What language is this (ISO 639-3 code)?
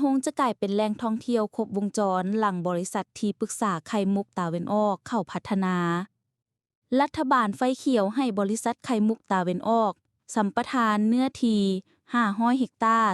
lao